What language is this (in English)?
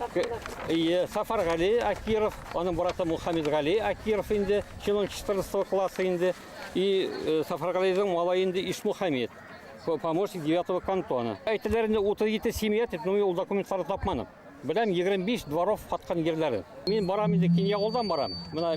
Bashkir